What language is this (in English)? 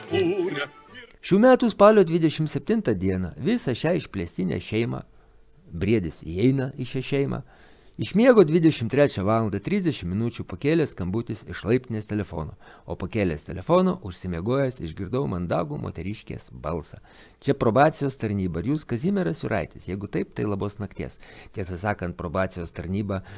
Lithuanian